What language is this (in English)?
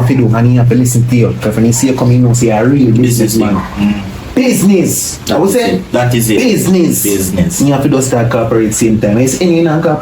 Jamaican Creole English